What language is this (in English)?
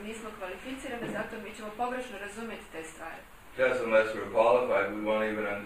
Croatian